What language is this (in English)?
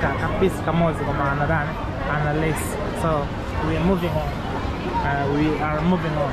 Nyanja